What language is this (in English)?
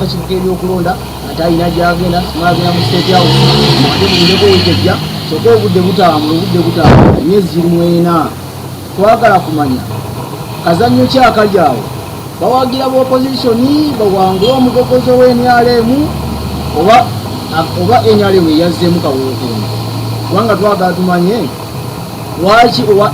Ganda